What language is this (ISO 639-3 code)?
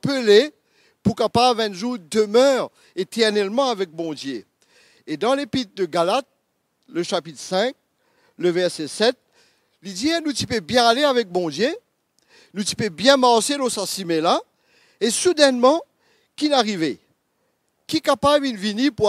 mfe